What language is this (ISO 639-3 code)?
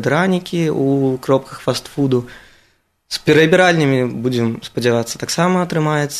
bel